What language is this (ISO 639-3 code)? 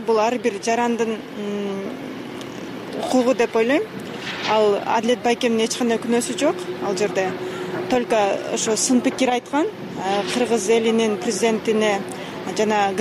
kir